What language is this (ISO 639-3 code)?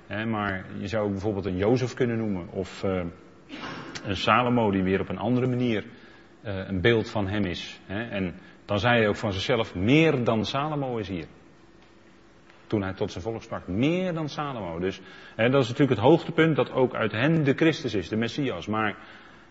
nld